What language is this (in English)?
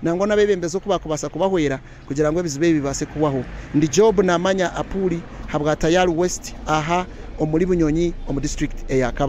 Nyankole